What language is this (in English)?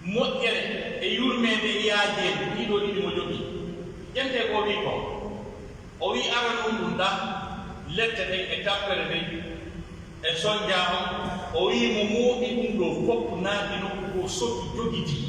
Pular